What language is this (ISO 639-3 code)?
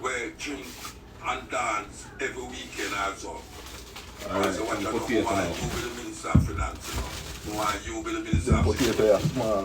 jam